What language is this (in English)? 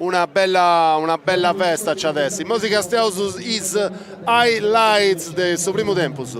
Sardinian